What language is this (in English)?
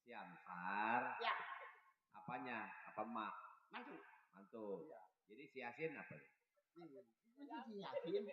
Betawi